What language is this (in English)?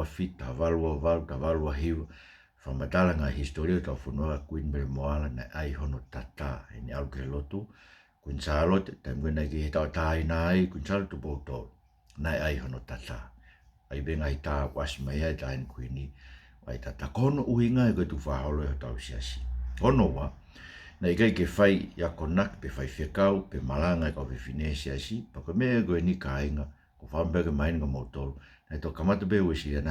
Tongan